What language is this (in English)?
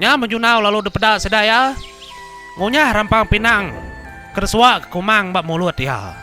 Iban